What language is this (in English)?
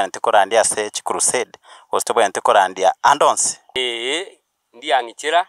Gusii